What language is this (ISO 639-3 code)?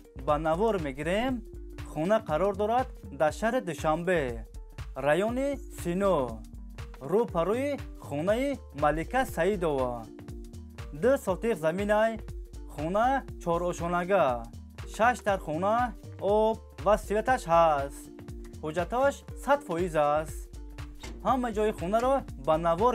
tgk